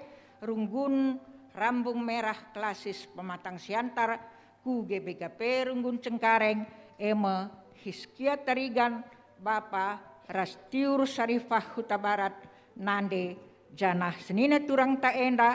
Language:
Batak Karo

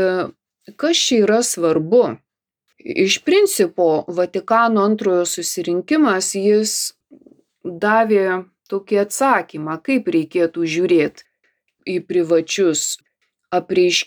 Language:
Lithuanian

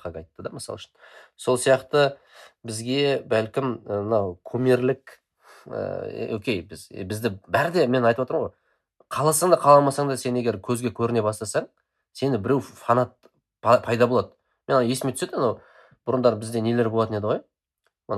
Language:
Kazakh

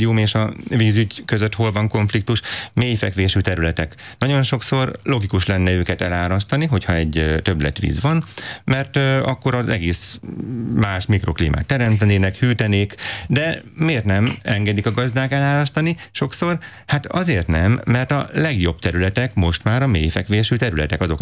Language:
Hungarian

